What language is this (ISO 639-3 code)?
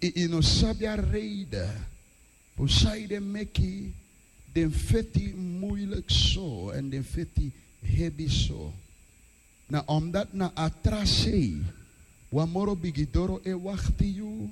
srn